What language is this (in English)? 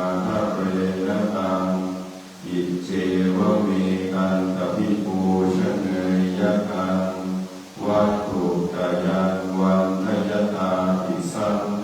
Pali